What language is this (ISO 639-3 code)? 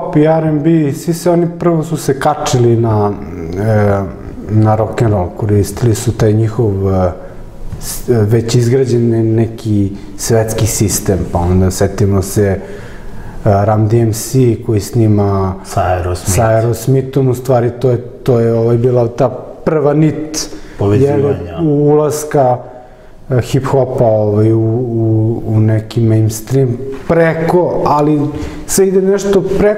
srp